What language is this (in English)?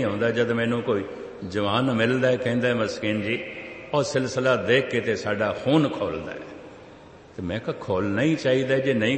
Punjabi